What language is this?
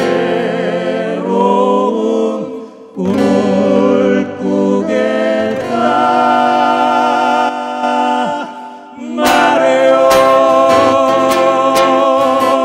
Korean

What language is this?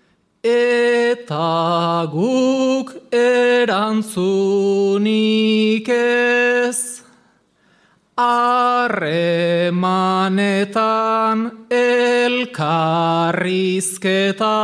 Basque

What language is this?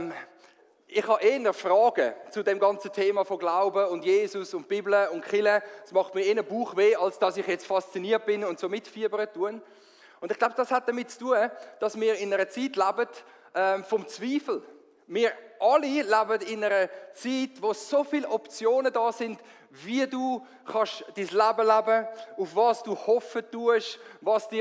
Swiss German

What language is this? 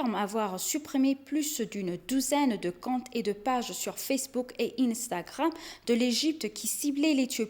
French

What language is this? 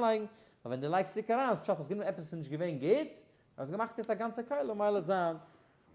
Yiddish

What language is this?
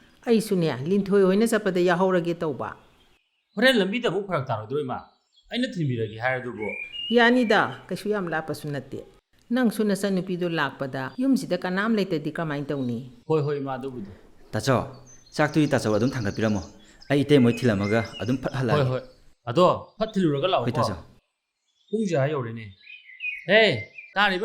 Manipuri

